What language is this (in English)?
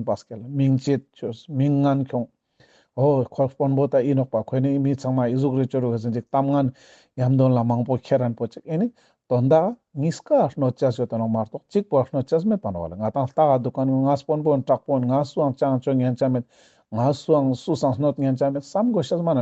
Ladakhi